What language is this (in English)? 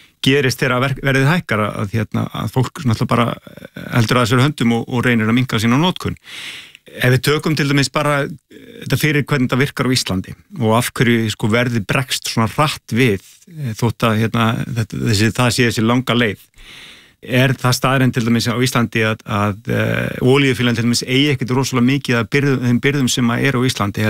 Icelandic